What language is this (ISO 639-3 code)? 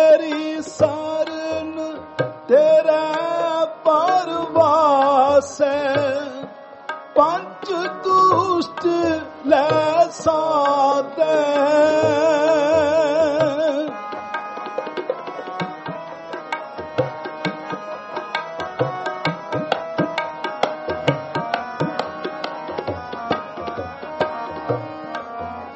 pan